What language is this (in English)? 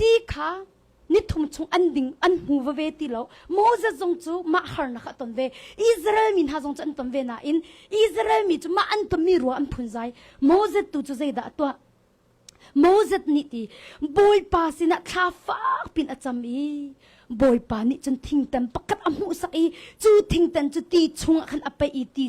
Hakha Chin